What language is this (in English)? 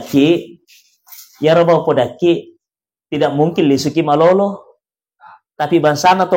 Buginese